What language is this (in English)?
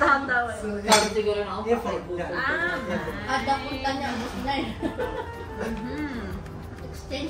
Filipino